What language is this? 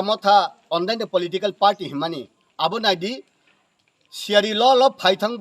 Kok Borok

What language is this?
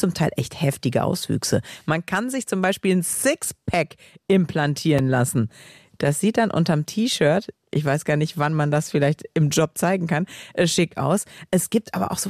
German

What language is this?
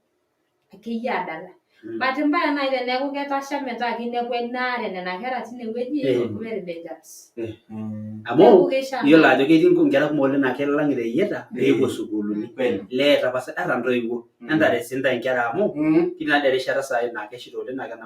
Masai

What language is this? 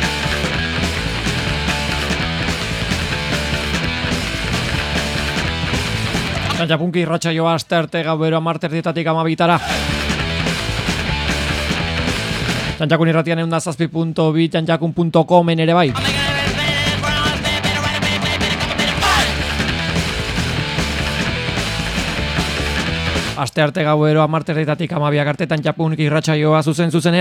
Basque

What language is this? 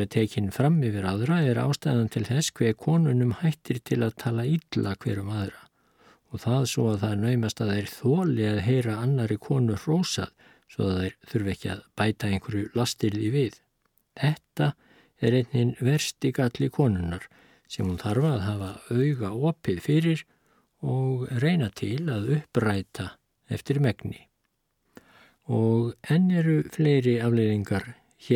Icelandic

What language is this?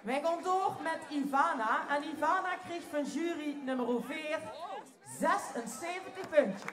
Limburgish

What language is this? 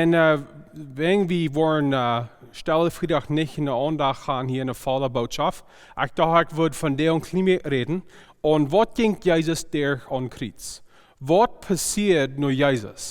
Plautdietsch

